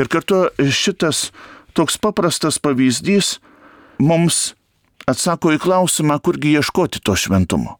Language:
Lithuanian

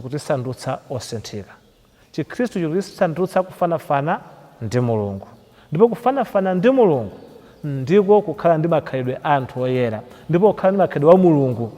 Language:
Nyanja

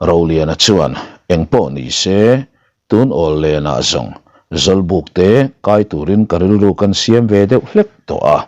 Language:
Mizo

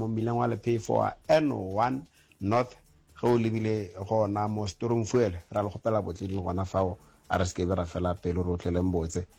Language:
Northern Sotho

